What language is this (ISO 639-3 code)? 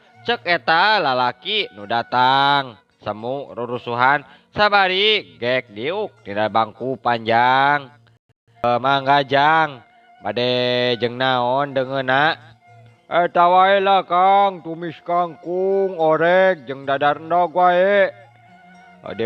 sun